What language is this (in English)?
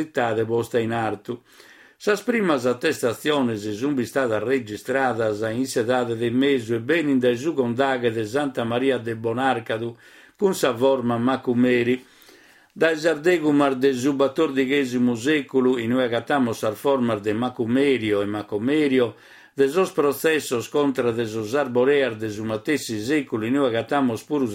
Sardinian